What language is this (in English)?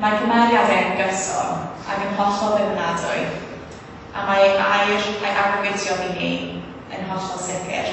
Welsh